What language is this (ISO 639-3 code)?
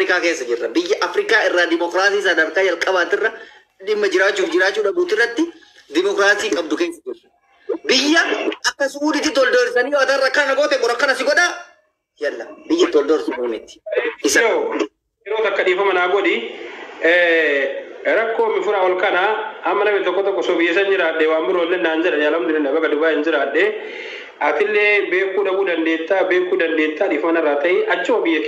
orm